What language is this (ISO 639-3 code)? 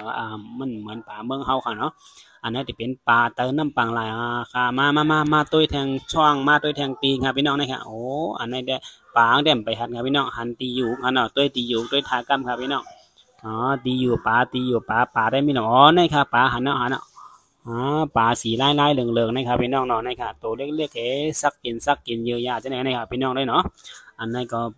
shn